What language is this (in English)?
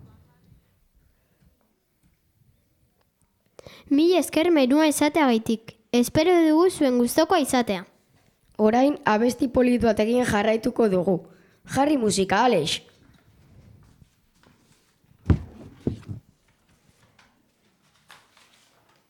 Basque